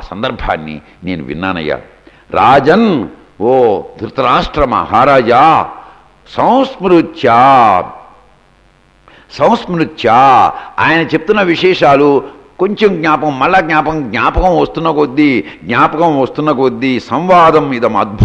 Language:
Telugu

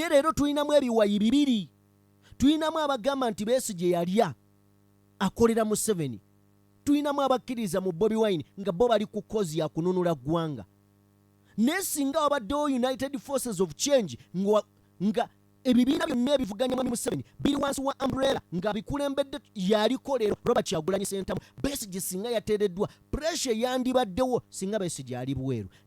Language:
Ganda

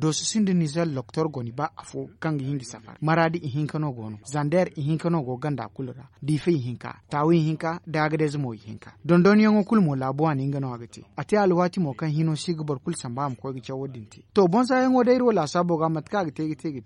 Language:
Zarma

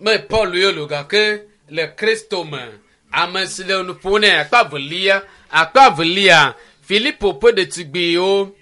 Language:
Ewe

